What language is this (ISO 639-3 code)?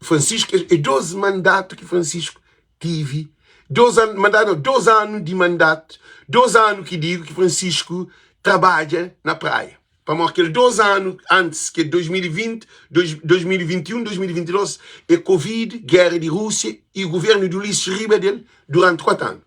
kea